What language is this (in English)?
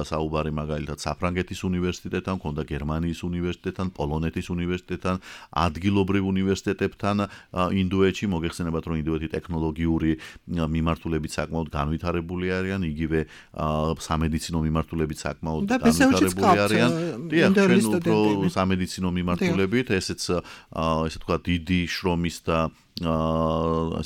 Georgian